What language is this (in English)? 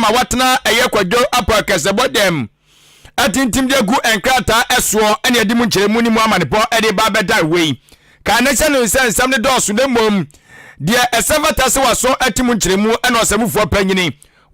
Akan